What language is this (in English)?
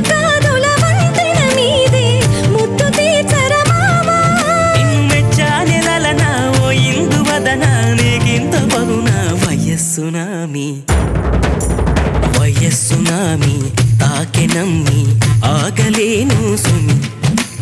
Telugu